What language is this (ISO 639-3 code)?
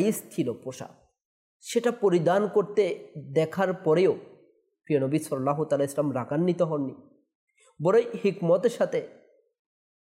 ben